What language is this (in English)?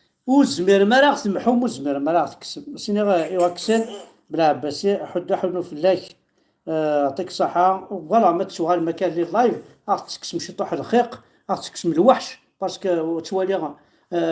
Kabyle